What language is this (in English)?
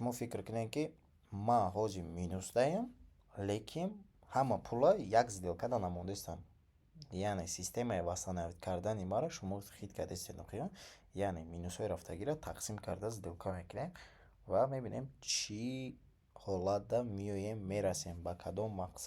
Tajik